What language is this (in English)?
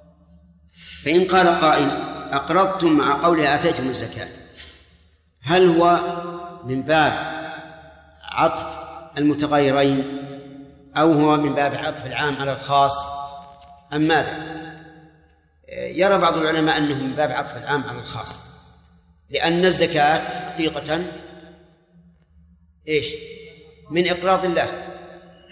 Arabic